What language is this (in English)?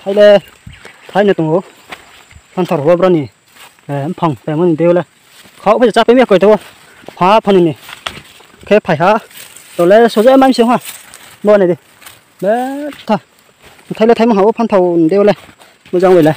Riang (India)